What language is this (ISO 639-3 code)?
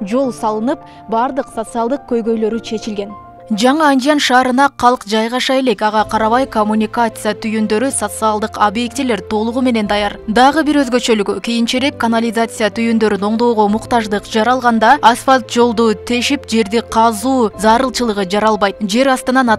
kir